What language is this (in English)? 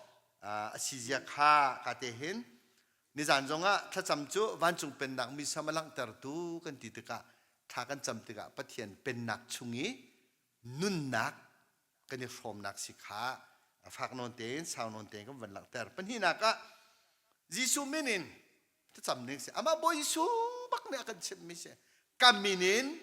Hakha Chin